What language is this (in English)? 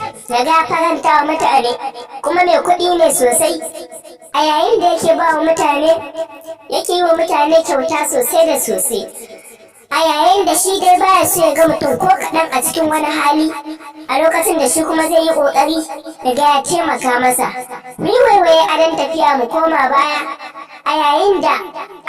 Hausa